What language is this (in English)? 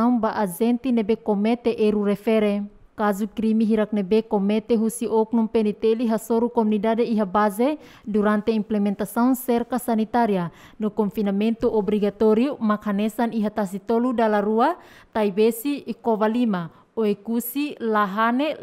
Tetum